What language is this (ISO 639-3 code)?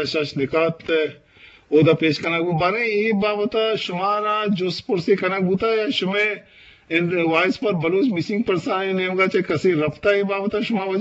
bgp